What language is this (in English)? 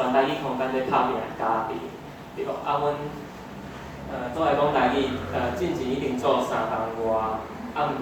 Min Nan Chinese